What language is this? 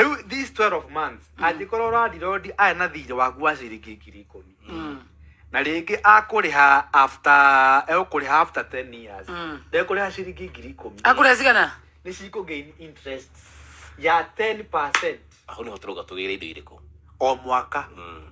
Kikuyu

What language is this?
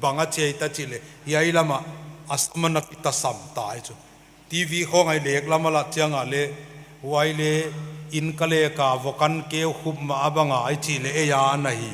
Paite Chin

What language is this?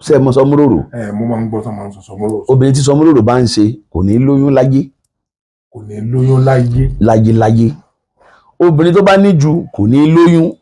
Yoruba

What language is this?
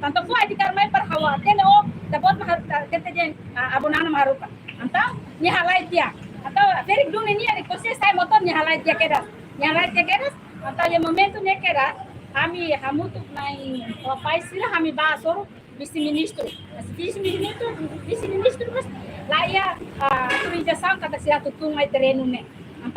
Tetum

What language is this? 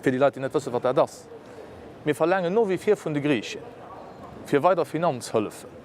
Luxembourgish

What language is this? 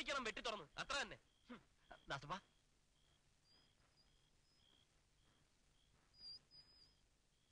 Malayalam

